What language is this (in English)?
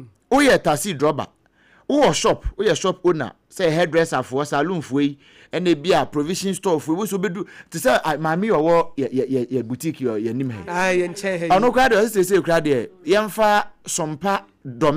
Akan